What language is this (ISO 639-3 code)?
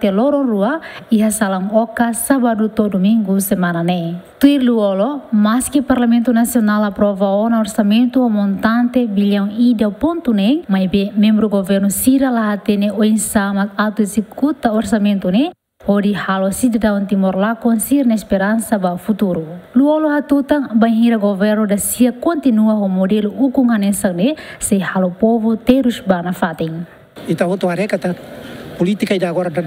tet